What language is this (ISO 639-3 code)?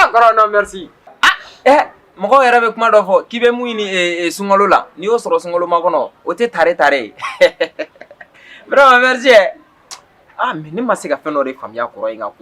bam